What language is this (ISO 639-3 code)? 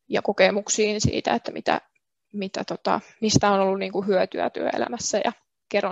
fin